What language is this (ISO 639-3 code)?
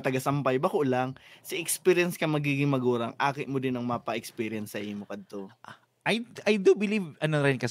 bik